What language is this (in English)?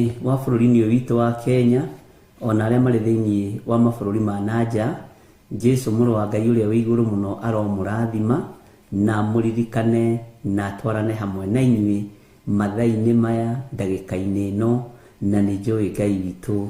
Kikuyu